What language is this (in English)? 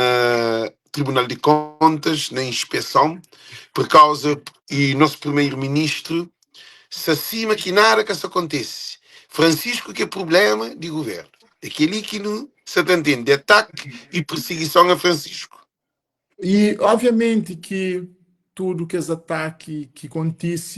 Kabuverdianu